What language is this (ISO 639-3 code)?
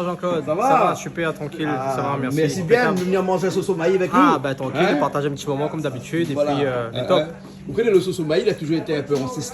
rcf